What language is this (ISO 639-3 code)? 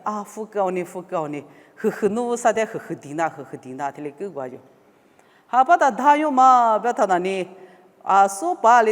lis